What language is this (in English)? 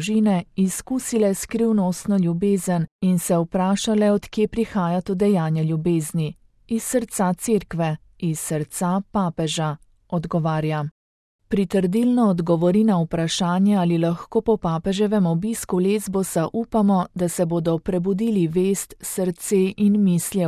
Slovenian